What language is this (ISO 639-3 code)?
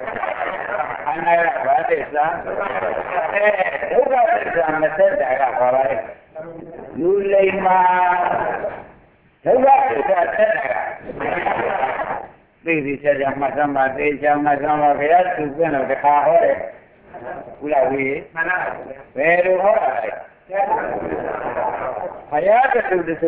mya